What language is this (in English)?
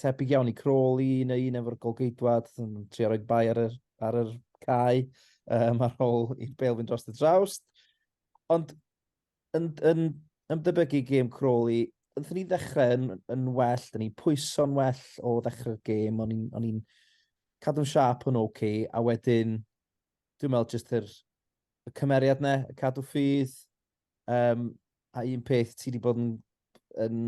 Welsh